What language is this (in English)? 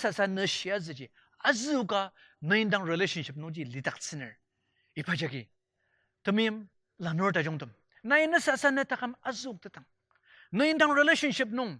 Ao Naga